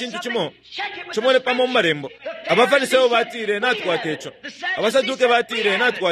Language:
Bemba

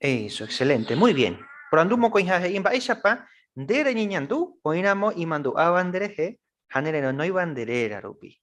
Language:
Guarani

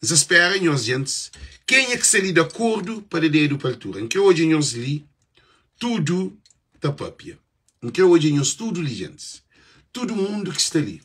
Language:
Kabuverdianu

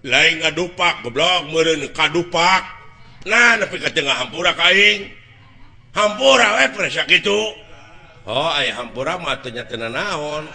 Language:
Sundanese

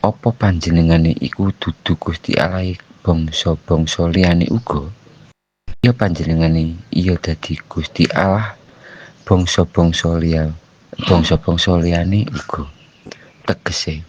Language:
Javanese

